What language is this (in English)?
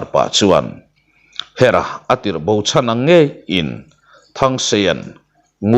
Mizo